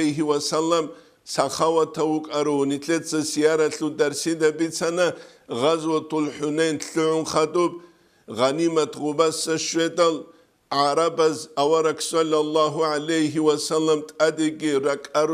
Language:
Avaric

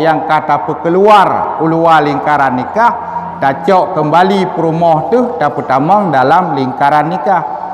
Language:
Achinese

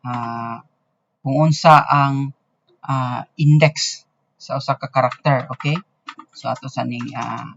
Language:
Cebuano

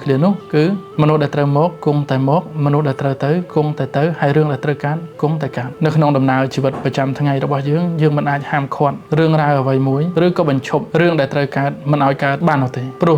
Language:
Khmer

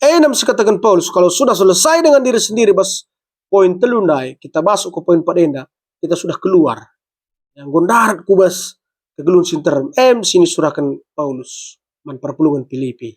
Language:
Batak Karo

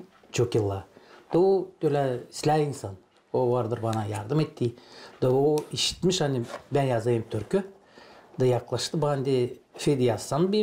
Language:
Gagauz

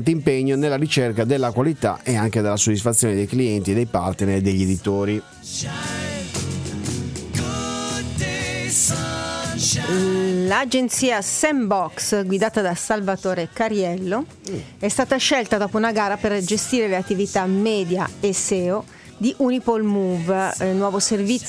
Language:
Italian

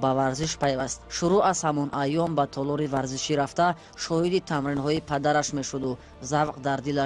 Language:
Tajik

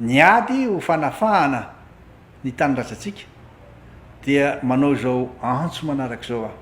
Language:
Malagasy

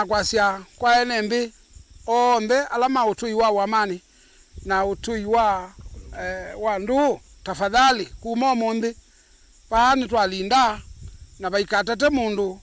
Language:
Kamba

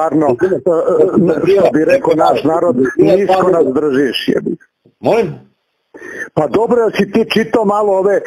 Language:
Serbian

